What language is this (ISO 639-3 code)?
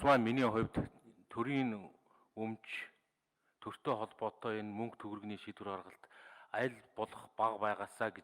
mon